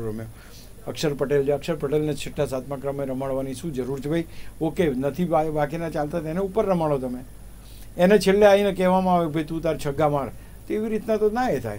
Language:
Gujarati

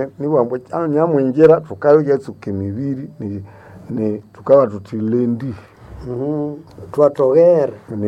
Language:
Nande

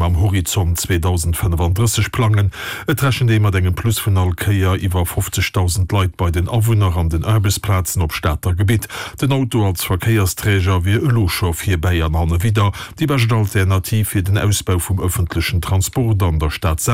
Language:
Luxembourgish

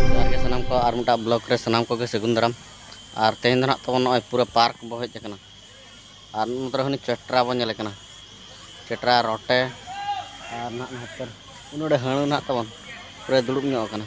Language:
Santali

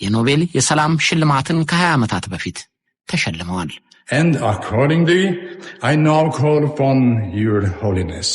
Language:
Amharic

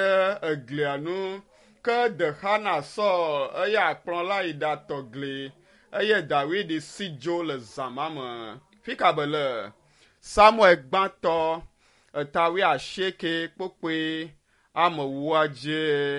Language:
Ewe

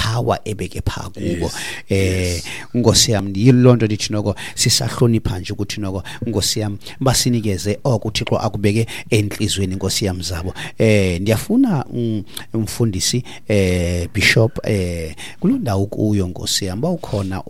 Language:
Xhosa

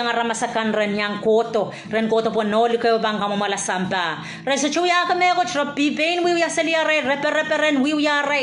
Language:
Pohnpeian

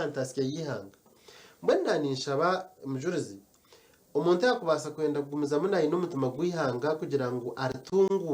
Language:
Nyankole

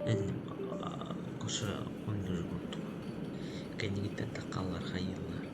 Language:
Yakut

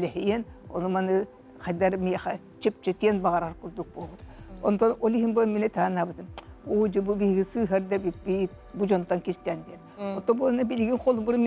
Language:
Yakut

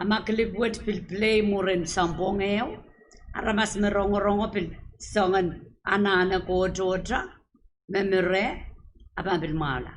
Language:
Pohnpeian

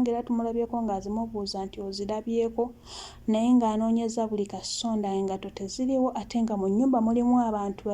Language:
Ganda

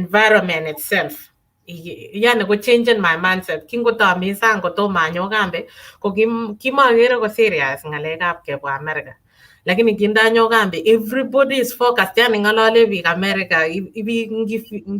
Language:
Kalenjin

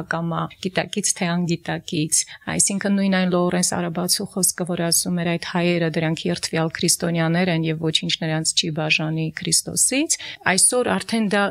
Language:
Armenian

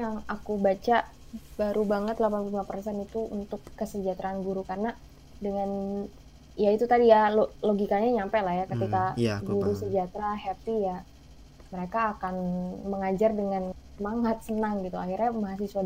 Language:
Indonesian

